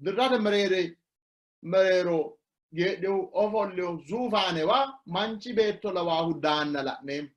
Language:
Sidamo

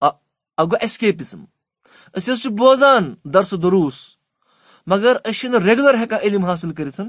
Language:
Kashmiri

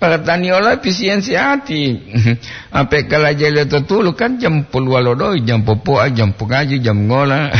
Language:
Gorontalo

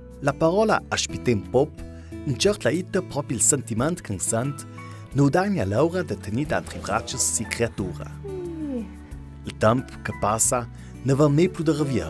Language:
Ladin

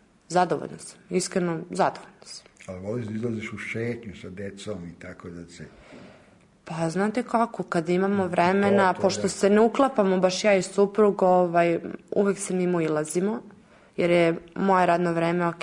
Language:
Serbian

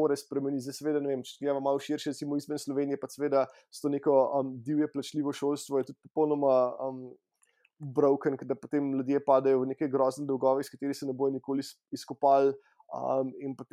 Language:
Slovenian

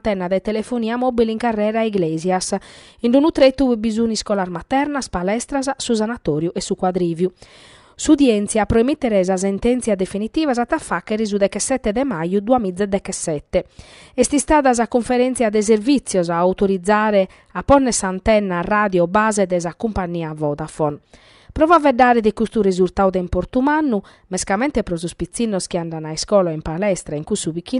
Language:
Sardinian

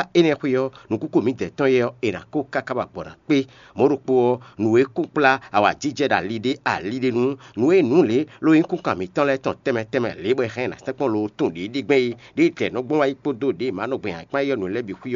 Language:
Fon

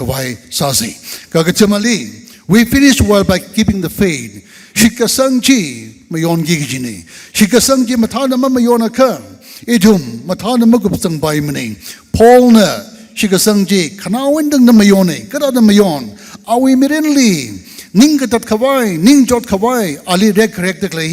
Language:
Tangkhul Naga (India)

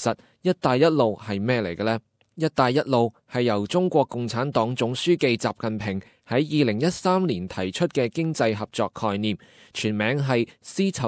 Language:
Cantonese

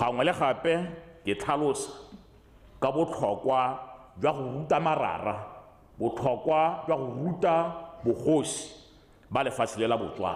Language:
Tswana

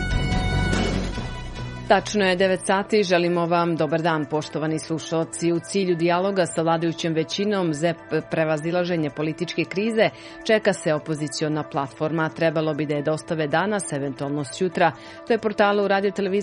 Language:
Serbian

